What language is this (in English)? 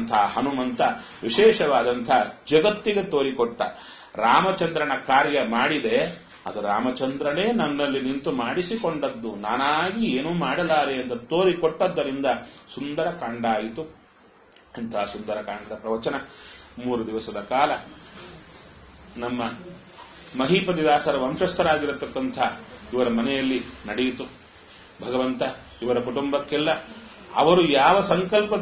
Kannada